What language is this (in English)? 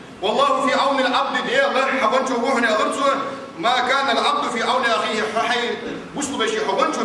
Ingush